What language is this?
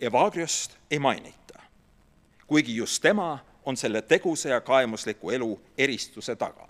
Estonian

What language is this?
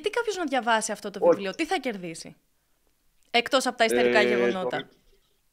Greek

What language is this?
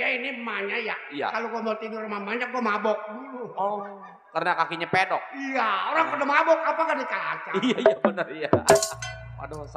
Betawi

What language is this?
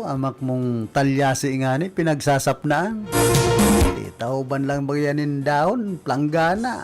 Bikol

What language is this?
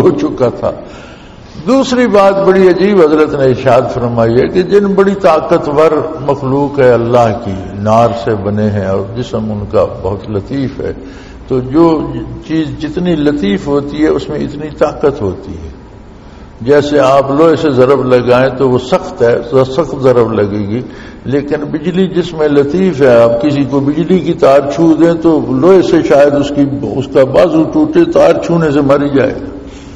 Urdu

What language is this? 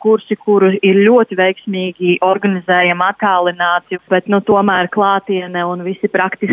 Latvian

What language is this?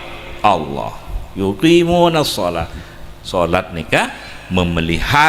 Madurese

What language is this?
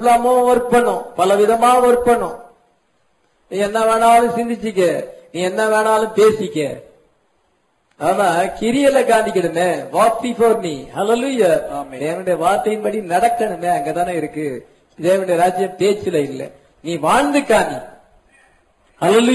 Tamil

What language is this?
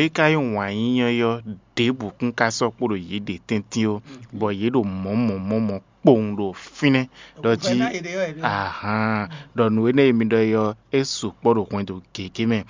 Fon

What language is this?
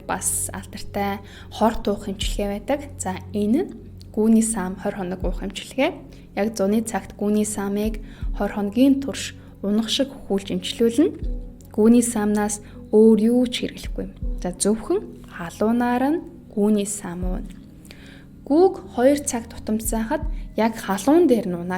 Mongolian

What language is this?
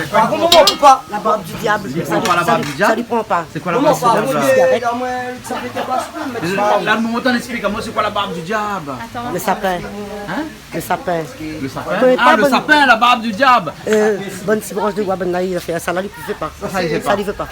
Réunion Creole French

